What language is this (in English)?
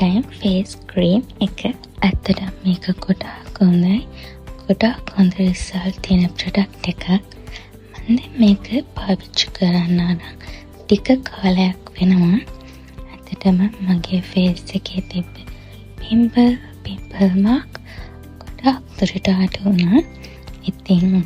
Sinhala